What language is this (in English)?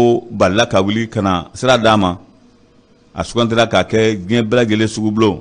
Bambara